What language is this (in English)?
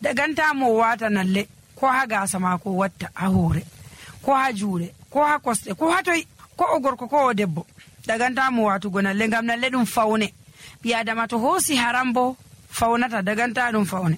Nigerian Fulfulde